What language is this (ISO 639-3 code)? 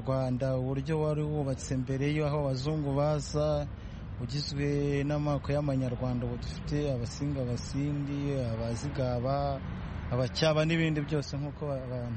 kin